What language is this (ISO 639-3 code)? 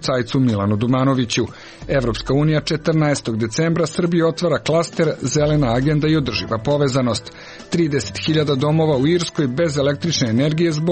srp